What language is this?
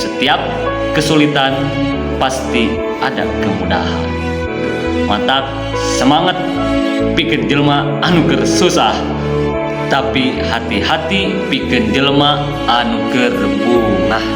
Sundanese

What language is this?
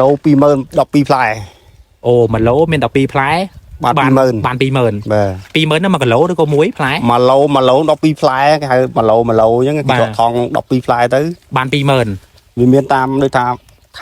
Khmer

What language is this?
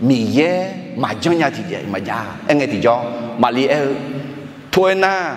Akha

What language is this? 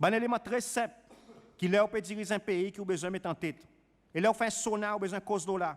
Seselwa Creole French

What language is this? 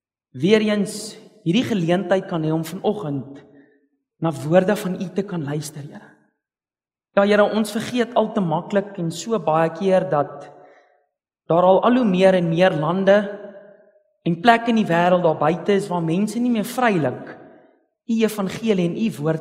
Afrikaans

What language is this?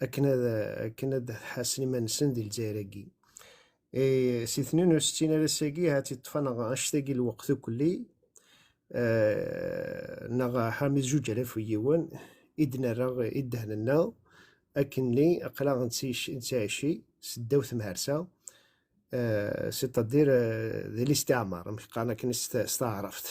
Kabyle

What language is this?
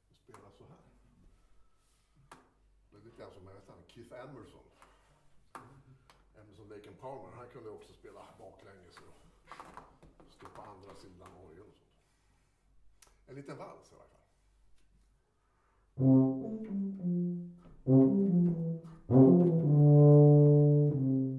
Swedish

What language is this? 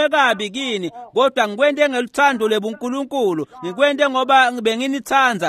Swati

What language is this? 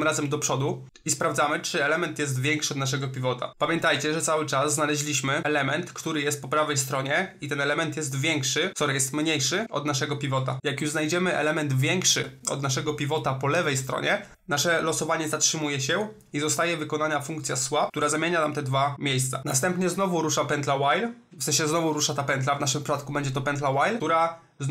Polish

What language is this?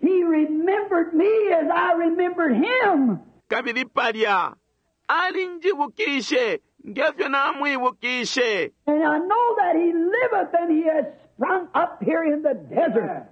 Bemba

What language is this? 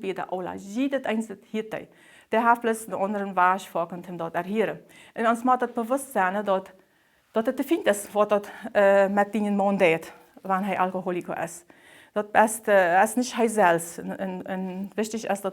Plautdietsch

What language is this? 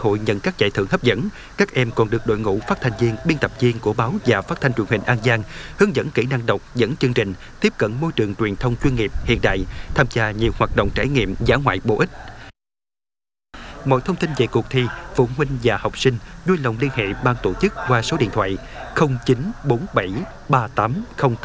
Vietnamese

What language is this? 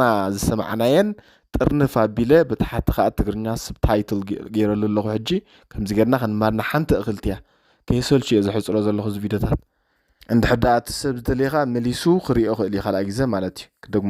Tigrinya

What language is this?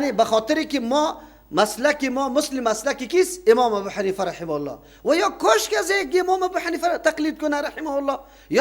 Persian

